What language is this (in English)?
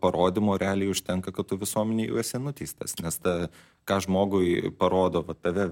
Lithuanian